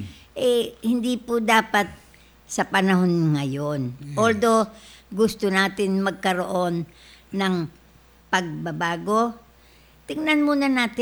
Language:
Filipino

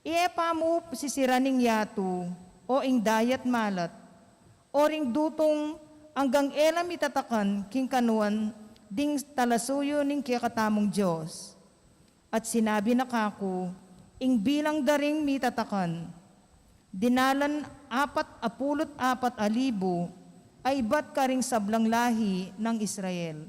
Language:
Pampanga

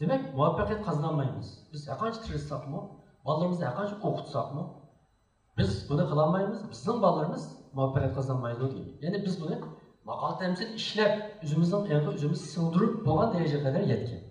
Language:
Uyghur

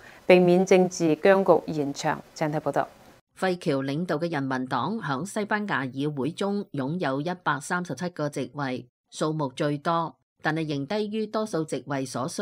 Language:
Cantonese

